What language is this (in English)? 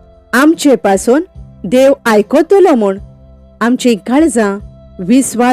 Konkani